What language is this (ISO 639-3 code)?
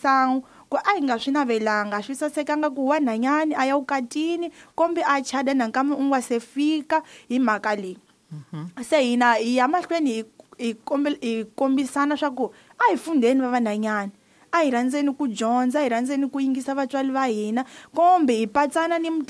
tso